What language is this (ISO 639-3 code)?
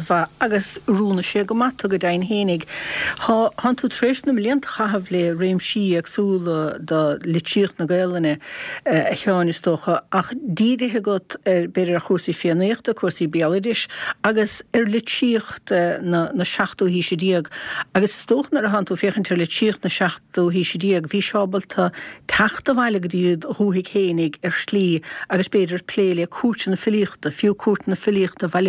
gle